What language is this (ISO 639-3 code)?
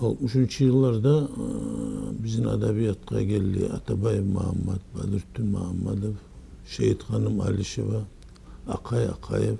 kum